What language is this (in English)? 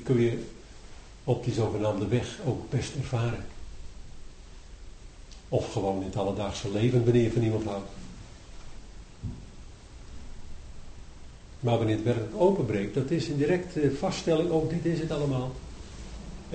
Dutch